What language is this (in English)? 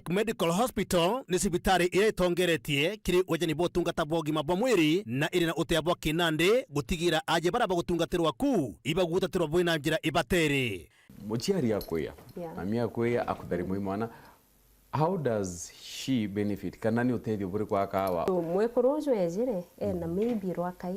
Meru